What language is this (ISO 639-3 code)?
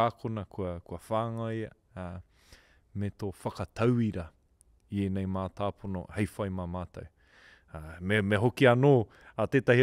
mri